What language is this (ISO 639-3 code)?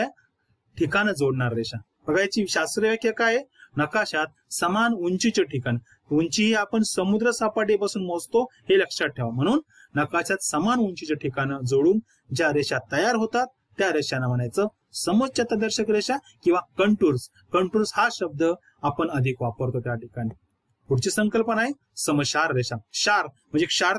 mar